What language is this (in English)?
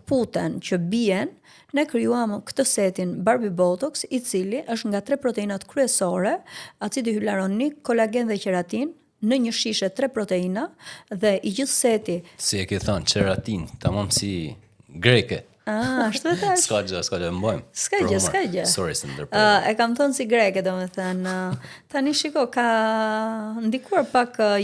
Albanian